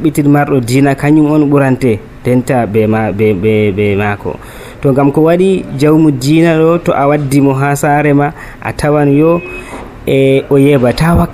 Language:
Nigerian Fulfulde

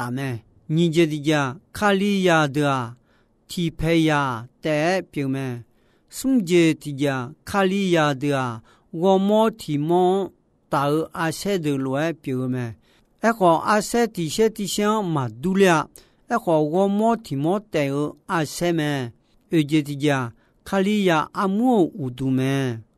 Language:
Akha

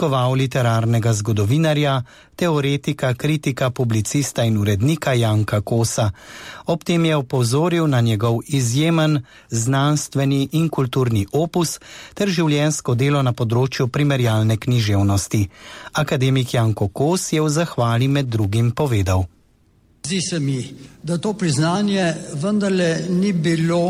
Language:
Slovenian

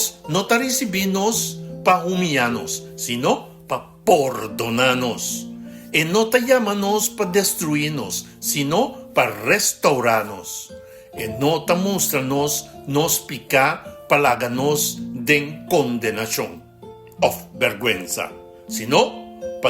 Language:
Papiamento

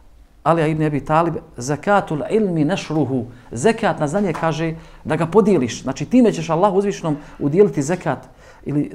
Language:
Bosnian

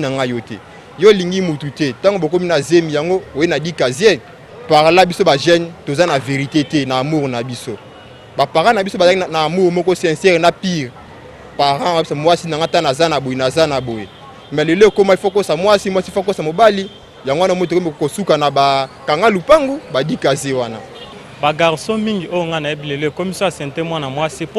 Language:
Lingala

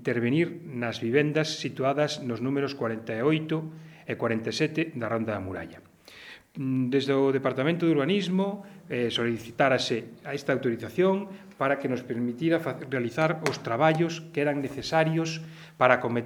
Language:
Galician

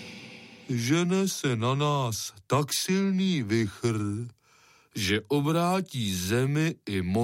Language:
Czech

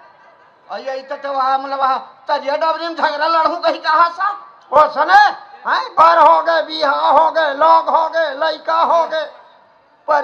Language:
Chhattisgarhi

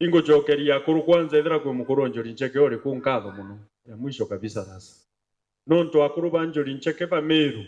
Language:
Meru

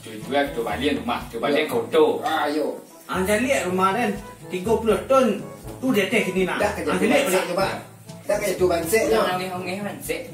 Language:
Minangkabau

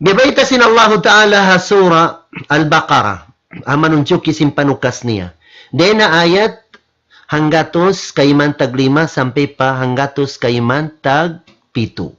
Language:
Tausug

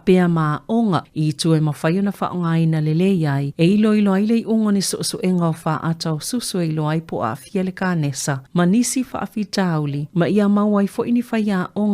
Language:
Samoan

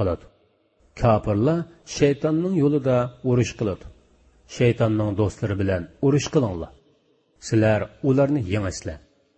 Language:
Uyghur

